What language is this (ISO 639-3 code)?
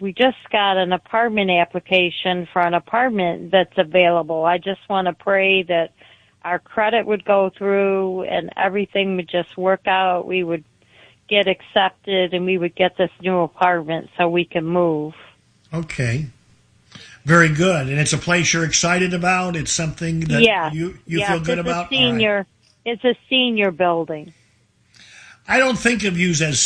eng